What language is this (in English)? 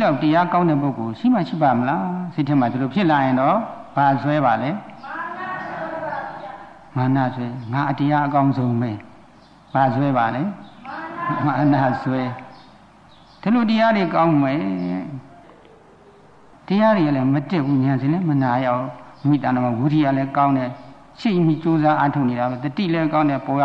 Burmese